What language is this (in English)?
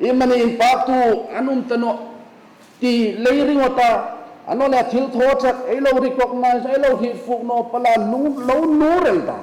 Hmar